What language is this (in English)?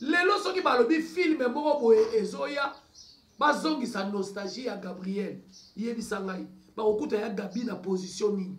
Lingala